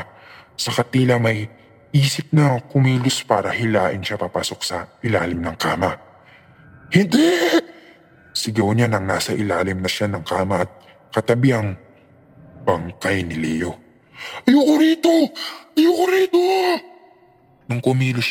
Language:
Filipino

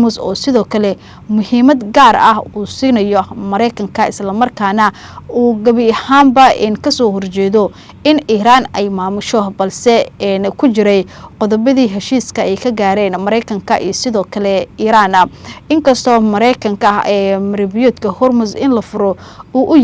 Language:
Somali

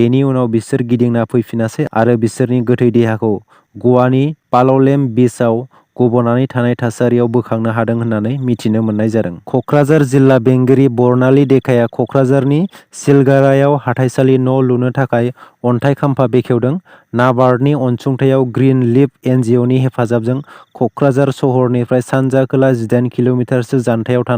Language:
Bodo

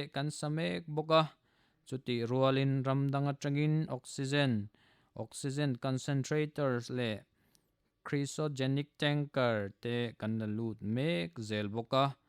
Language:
Mizo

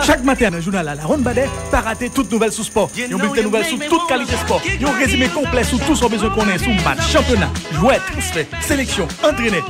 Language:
Haitian Creole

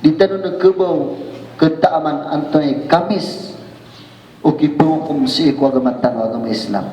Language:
Maranao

